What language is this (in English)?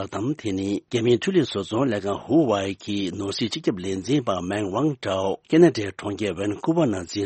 Tibetan